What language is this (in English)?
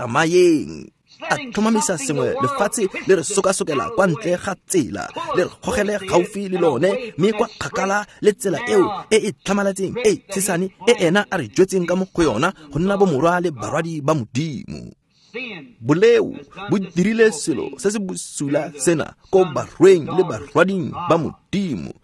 Tswana